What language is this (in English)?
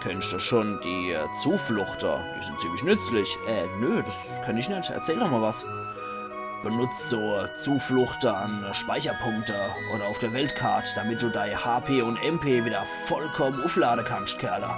Palatine German